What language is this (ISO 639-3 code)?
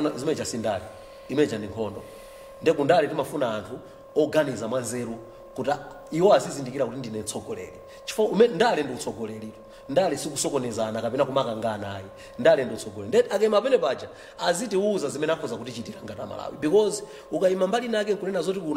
nya